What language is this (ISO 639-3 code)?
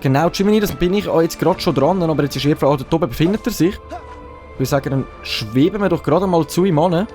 gsw